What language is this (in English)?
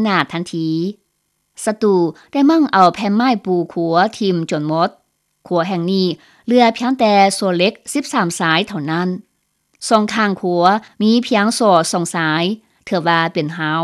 Lao